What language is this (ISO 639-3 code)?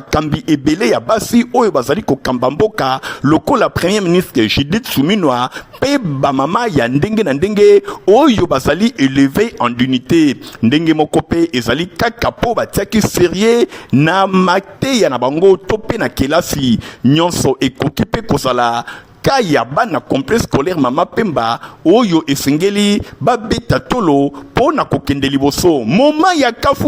lin